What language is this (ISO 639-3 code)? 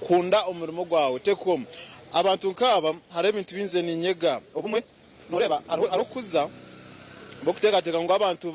nyn